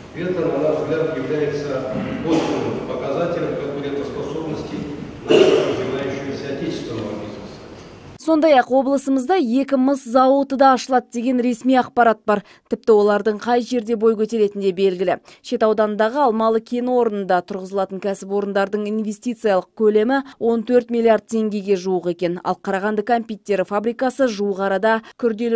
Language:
Kazakh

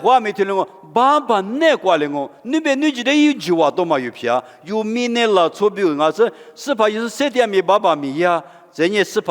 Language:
Lisu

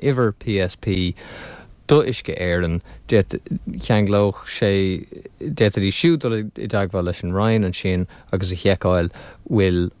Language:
Irish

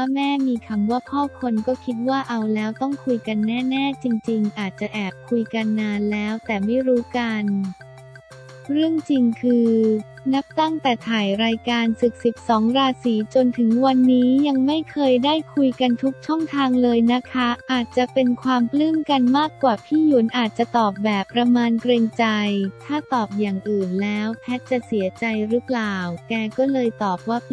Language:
Thai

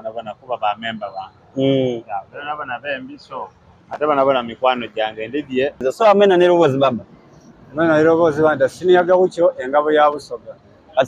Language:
Soga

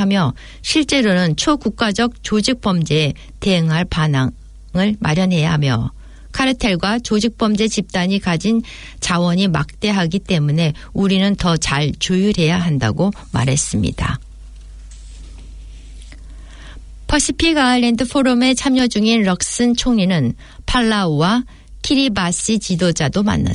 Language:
Korean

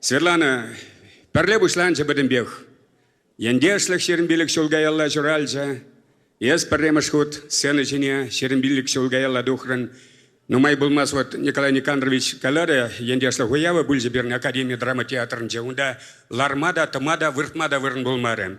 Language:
Chuvash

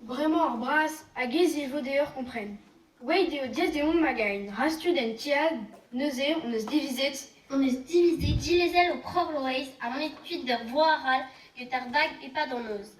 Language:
Breton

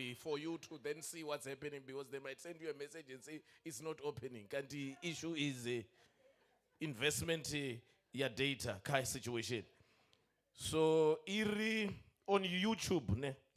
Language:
Venda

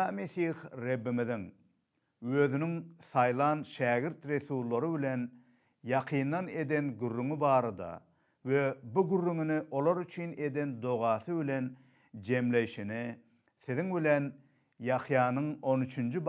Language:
Turkmen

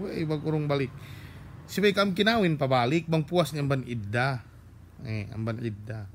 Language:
Yakan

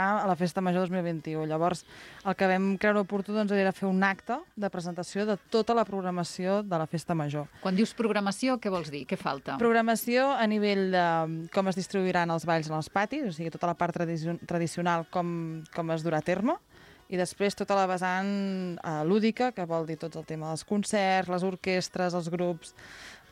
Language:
Catalan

